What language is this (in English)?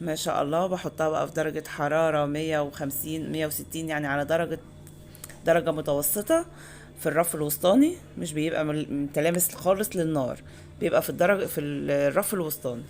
Egyptian Arabic